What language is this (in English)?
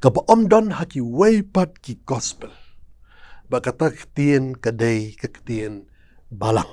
Khasi